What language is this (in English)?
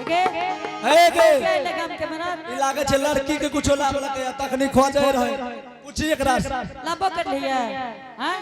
Angika